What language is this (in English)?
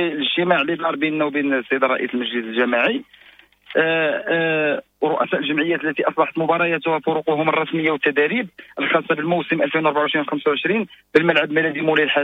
Moroccan Arabic